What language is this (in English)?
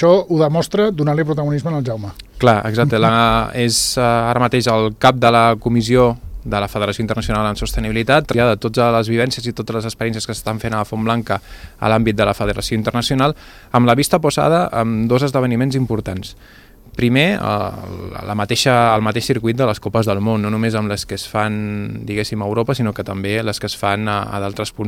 Catalan